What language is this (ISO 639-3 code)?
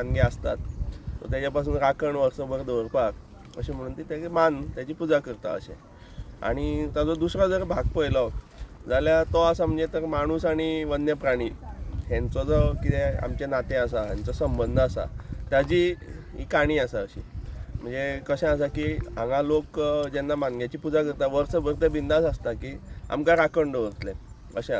kok